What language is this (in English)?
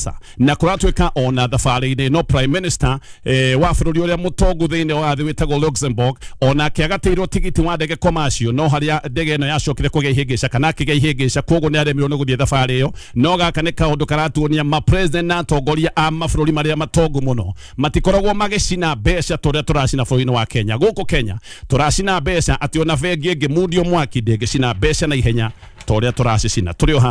Kikuyu